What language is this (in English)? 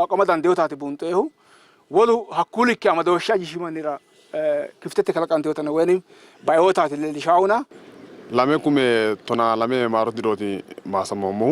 Sidamo